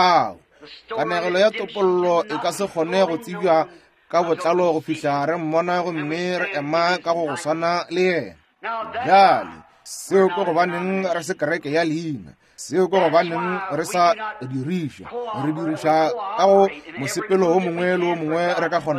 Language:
Northern Sotho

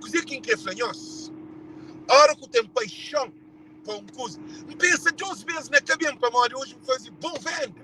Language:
Kabuverdianu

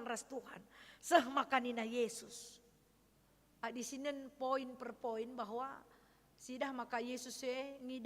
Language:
Batak Karo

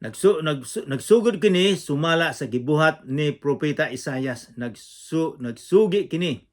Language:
Cebuano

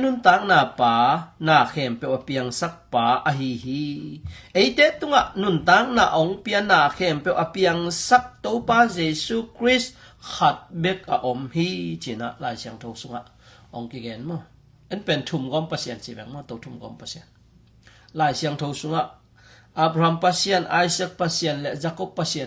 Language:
Tedim Chin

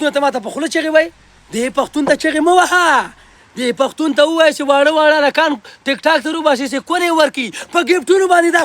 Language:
Pashto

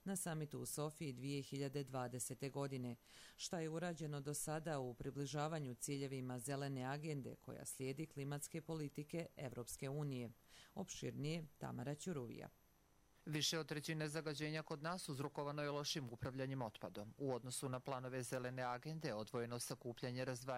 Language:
Bosnian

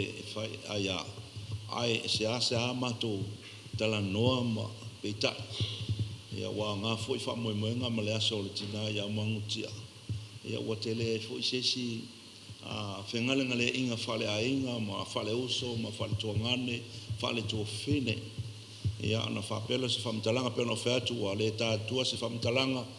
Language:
Samoan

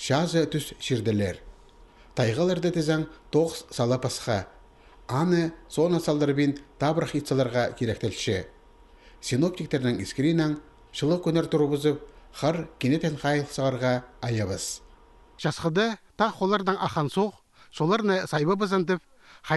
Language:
Khakas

